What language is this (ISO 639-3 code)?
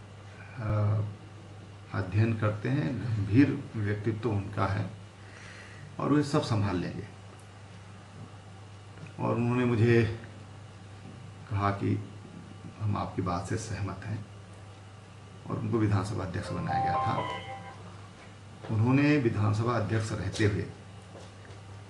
hin